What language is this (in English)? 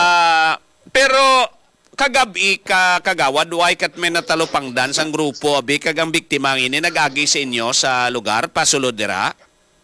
Hiligaynon